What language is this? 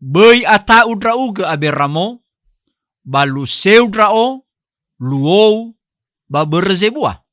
Nias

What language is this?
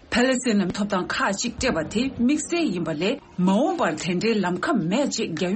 Tibetan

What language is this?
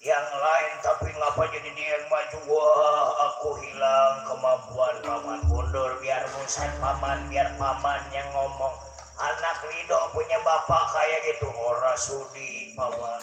Betawi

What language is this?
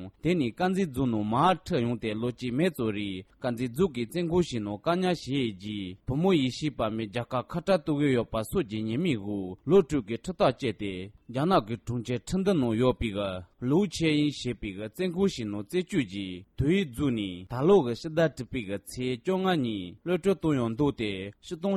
Tibetan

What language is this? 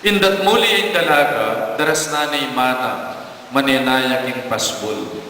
Pampanga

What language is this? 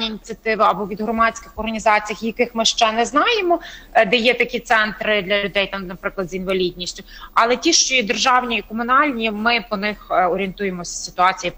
Ukrainian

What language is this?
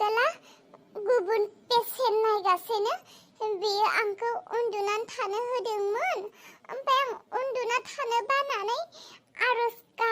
Bodo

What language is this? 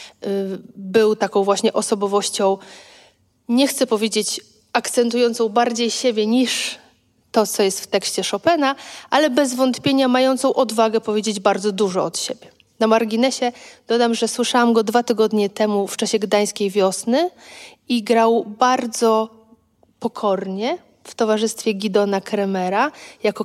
Polish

